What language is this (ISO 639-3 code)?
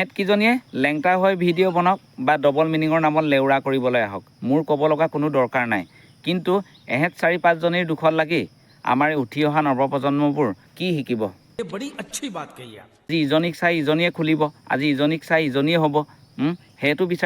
asm